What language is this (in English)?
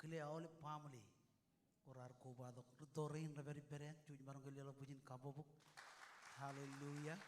Marshallese